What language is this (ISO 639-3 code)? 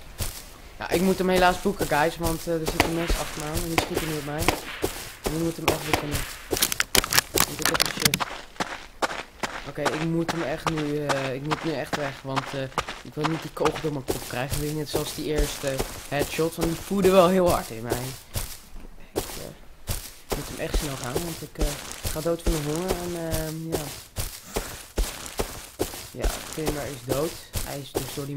nld